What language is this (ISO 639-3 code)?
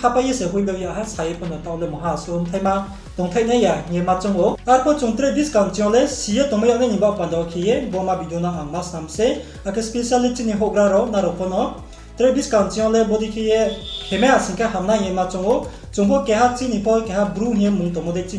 ria